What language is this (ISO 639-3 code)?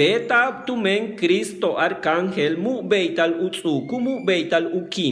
yua